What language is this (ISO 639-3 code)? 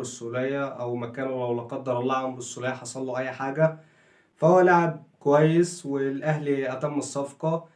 arz